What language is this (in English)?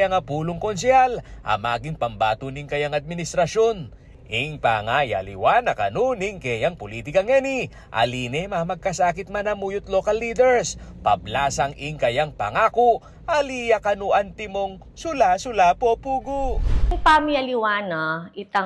Pampanga